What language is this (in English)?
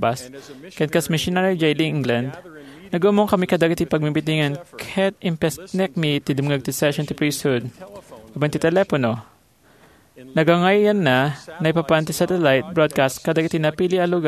Iloko